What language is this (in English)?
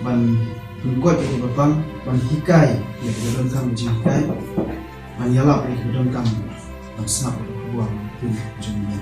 Khasi